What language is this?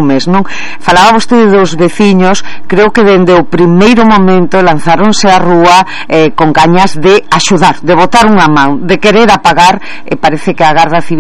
Galician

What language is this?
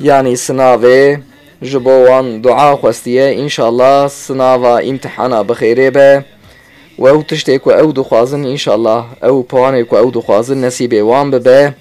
Kurdish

